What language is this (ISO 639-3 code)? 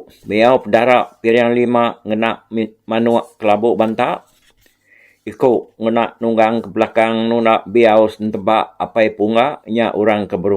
iba